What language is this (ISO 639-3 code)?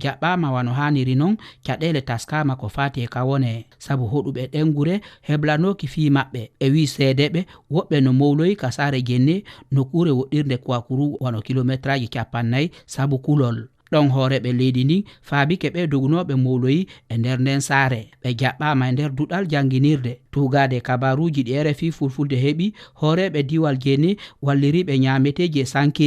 ful